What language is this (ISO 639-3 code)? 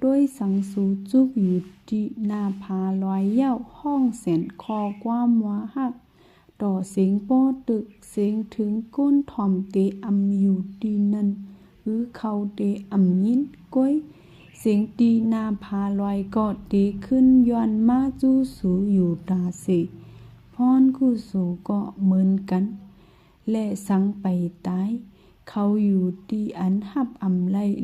shn